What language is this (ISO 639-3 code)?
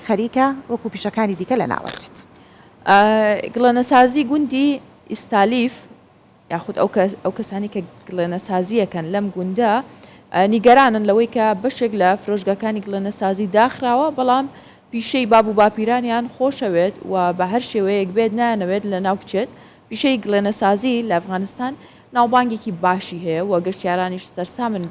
ckb